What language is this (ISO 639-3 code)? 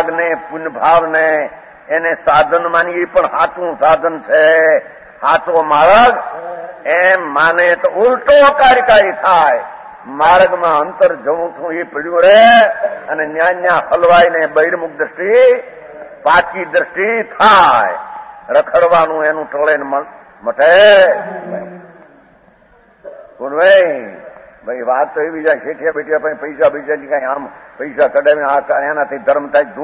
guj